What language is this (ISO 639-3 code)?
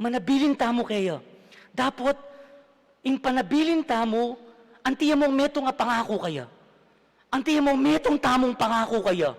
pam